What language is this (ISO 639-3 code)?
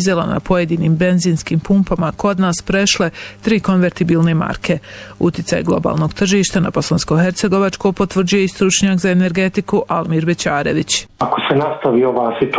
bos